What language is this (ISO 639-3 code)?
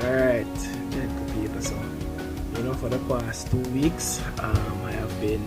jam